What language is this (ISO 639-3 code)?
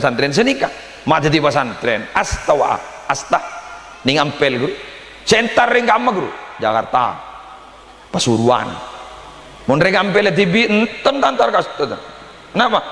mad